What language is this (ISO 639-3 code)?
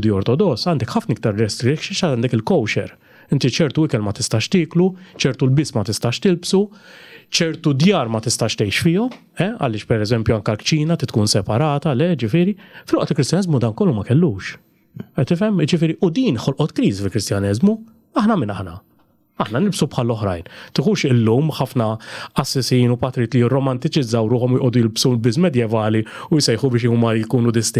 mlt